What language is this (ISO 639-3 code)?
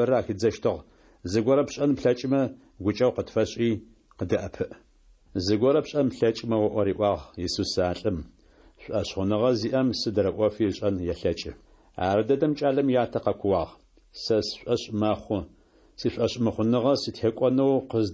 ady